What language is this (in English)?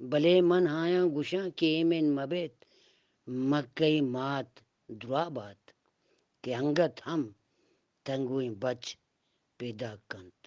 Eastern Balochi